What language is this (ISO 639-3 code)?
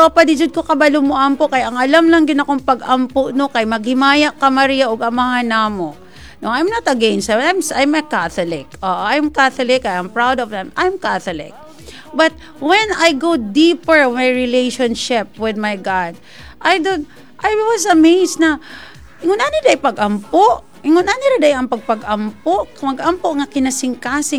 ceb